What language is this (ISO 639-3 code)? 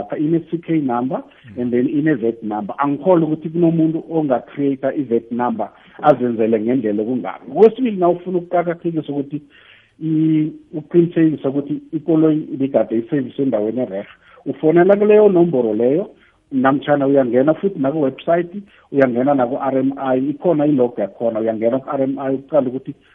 nbl